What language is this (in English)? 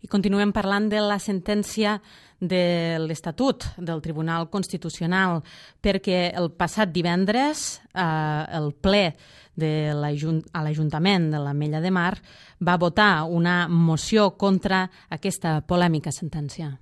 Catalan